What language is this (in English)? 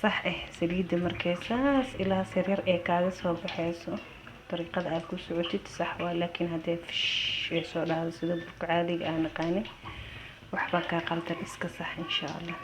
Somali